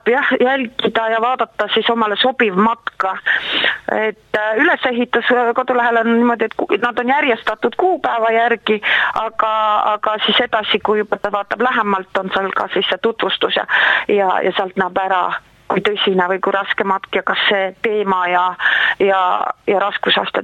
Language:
Estonian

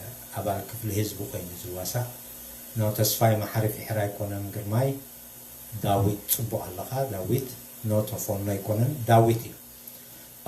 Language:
Tigrinya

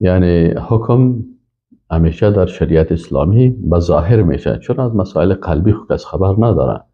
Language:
Persian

